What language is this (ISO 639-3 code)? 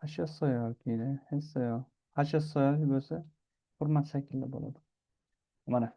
uzb